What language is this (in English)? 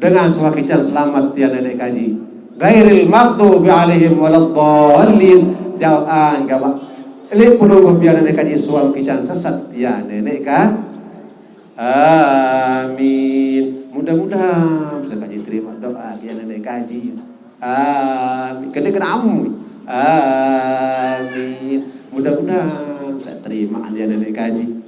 Sasak